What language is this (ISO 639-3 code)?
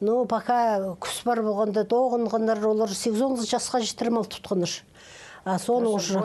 kjh